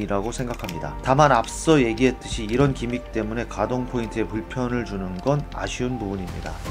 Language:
Korean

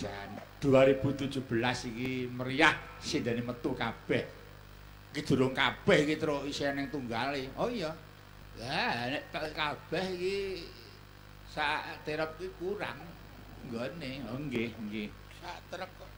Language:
Javanese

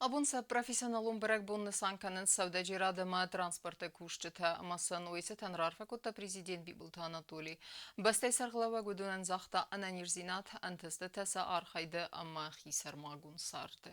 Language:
Ossetic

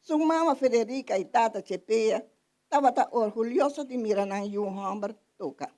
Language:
Papiamento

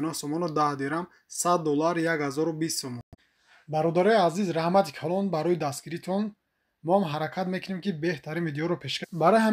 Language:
Tajik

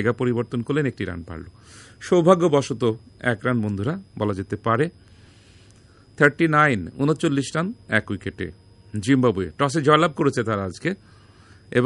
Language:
Bangla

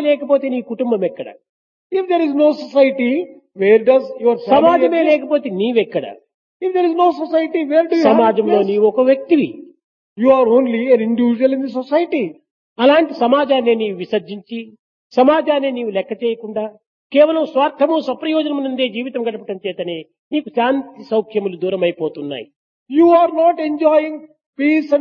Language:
Telugu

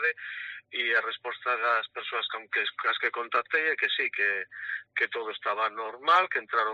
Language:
Galician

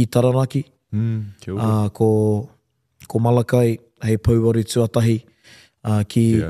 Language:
Māori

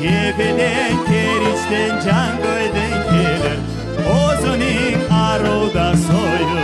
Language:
Crimean Tatar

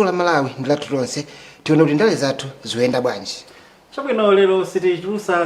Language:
Nyanja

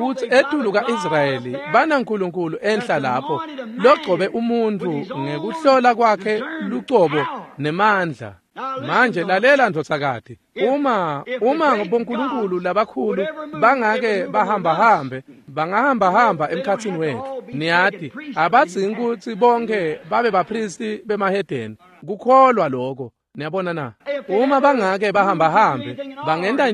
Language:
Swati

